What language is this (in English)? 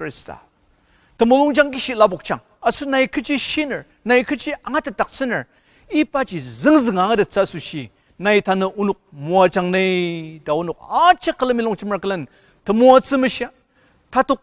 Ao Naga